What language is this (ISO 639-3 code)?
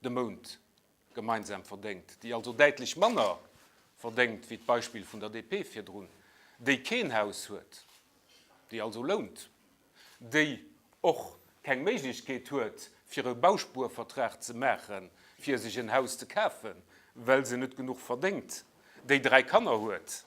ltz